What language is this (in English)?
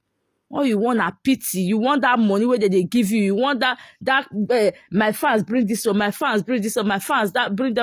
Nigerian Pidgin